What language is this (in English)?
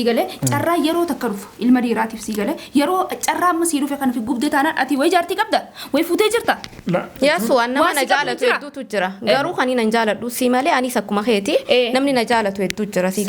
Oromo